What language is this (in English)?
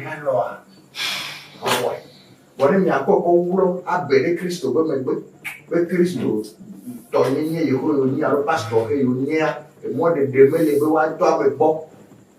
Ewe